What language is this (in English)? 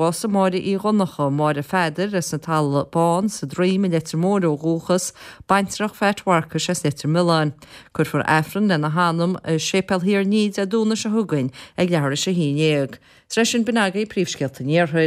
Irish